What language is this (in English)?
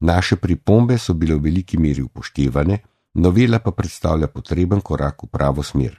Slovenian